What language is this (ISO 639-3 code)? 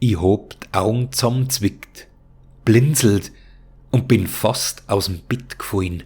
bar